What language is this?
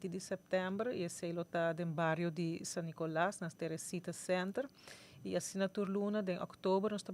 Papiamento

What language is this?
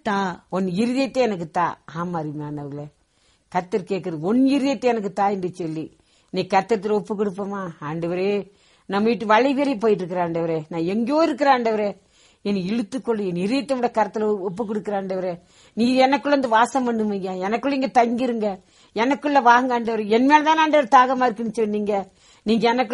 Tamil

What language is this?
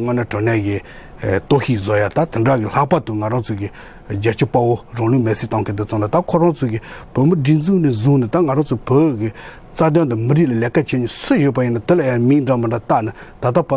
Tibetan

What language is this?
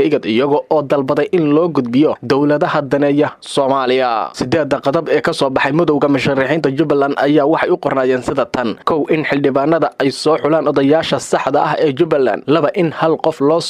Somali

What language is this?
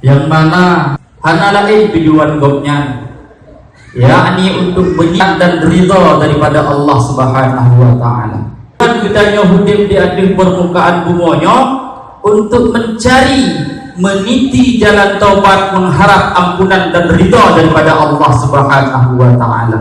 Achinese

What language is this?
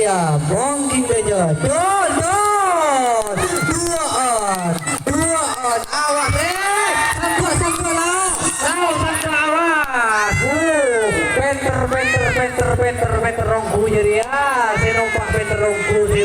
Madurese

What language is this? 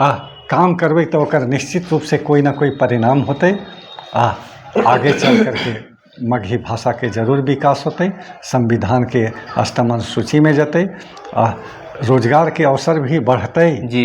Magahi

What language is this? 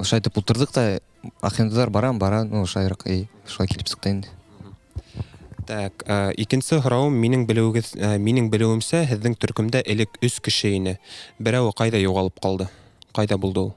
Bashkir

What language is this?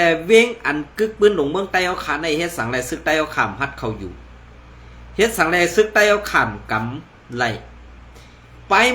Shan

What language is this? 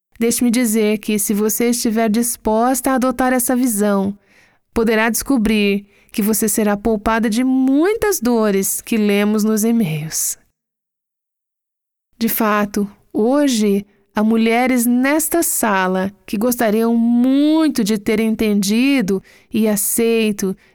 Portuguese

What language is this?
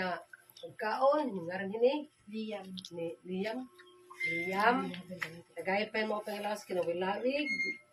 Waray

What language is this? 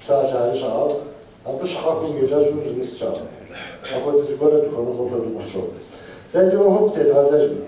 Kabardian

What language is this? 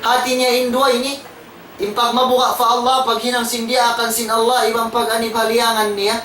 Tausug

